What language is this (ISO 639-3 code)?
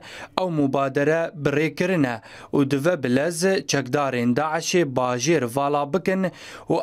kur